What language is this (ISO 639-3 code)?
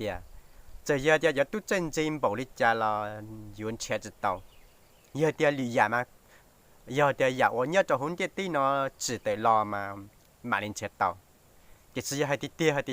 hmn